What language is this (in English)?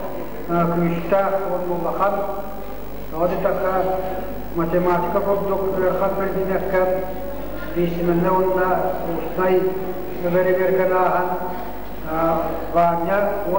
Yakut